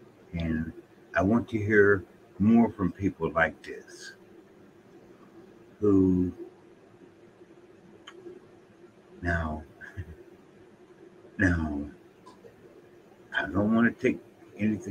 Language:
English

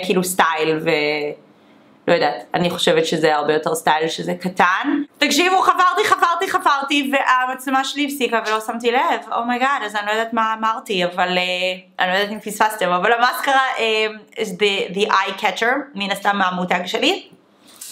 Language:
Hebrew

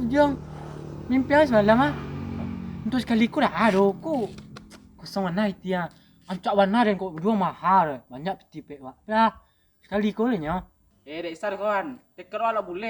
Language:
Minangkabau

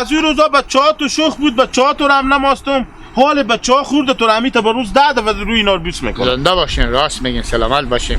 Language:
Hazaragi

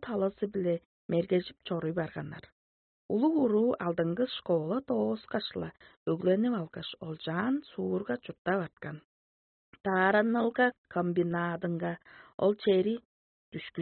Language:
Tuvinian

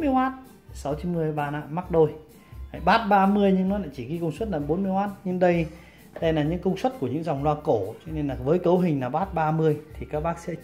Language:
Vietnamese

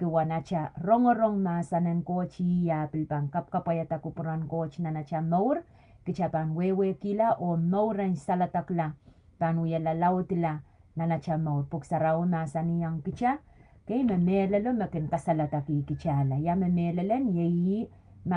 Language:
Pohnpeian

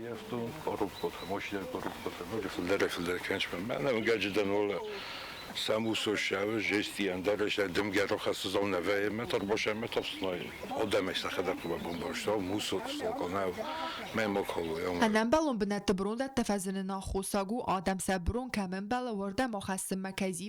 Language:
Ossetic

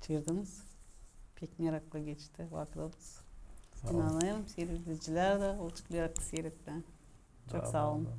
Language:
Gagauz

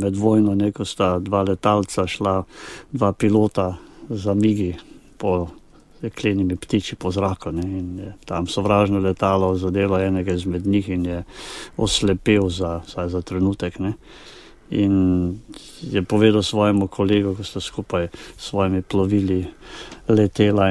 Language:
Slovenian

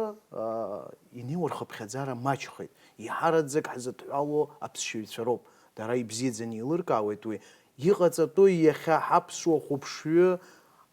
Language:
Abkhazian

